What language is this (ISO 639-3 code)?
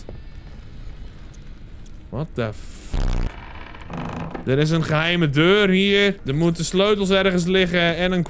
nld